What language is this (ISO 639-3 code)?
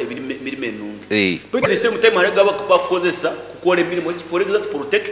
nyn